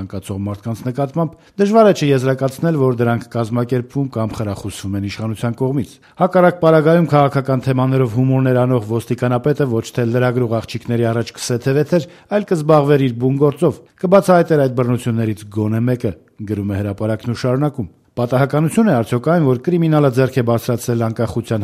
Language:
Armenian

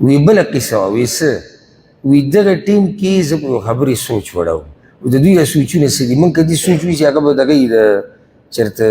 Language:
Pashto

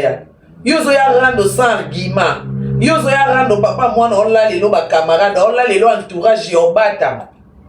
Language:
Lingala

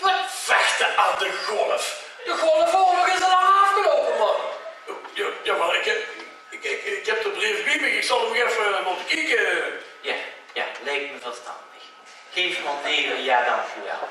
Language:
Limburgish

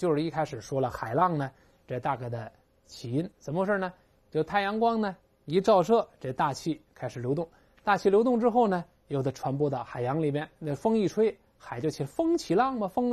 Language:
Chinese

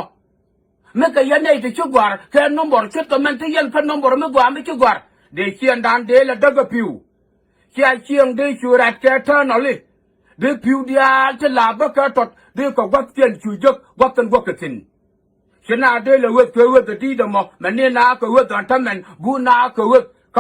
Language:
Nuer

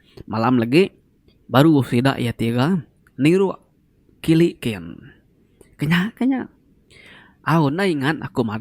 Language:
Iban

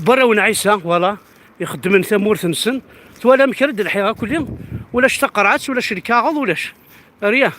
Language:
Kabyle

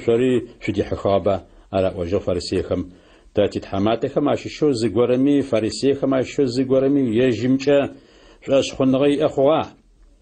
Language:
Adyghe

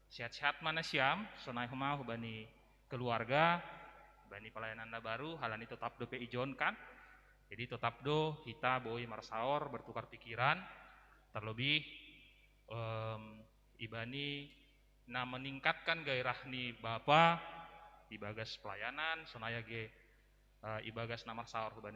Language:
Batak Simalungun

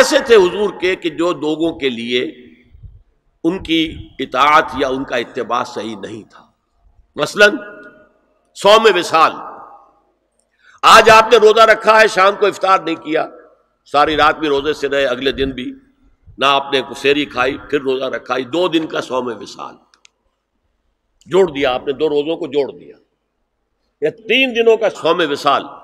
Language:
Urdu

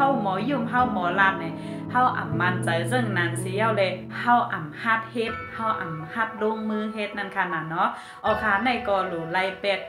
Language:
Shan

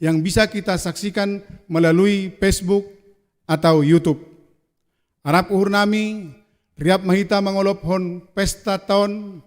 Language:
Batak Simalungun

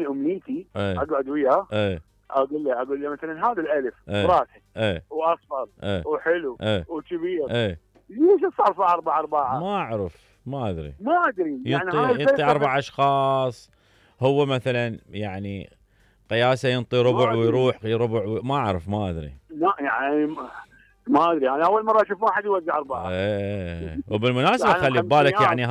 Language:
Mesopotamian Arabic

